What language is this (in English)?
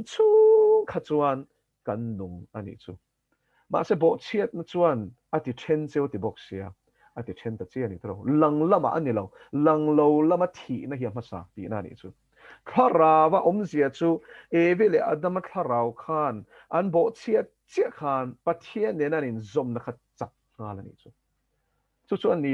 Mizo